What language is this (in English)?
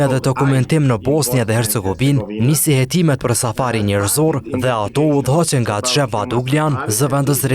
Albanian